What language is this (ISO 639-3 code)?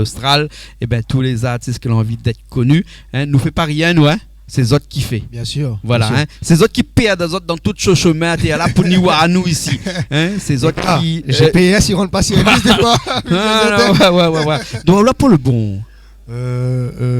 rcf